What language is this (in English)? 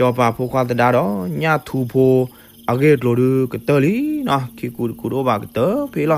S'gaw Karen